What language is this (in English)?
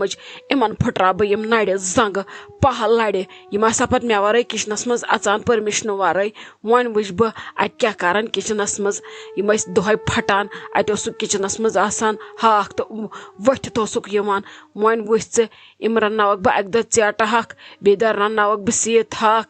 Kashmiri